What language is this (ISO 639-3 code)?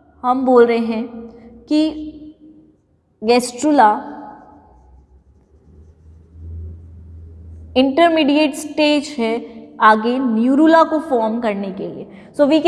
hin